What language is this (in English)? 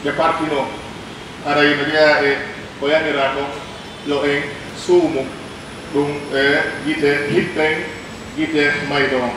Pular